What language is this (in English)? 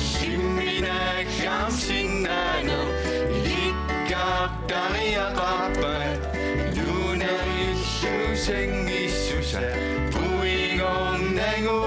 Kalaallisut